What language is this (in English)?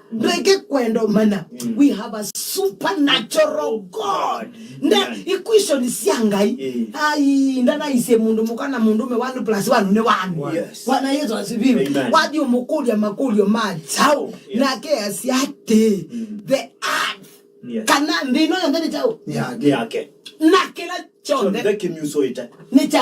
Kamba